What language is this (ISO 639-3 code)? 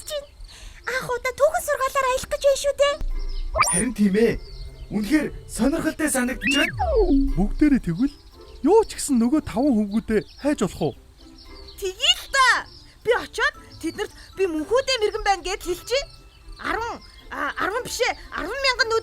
mon